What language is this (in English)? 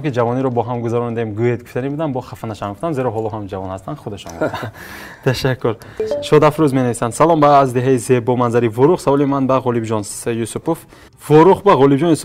Tajik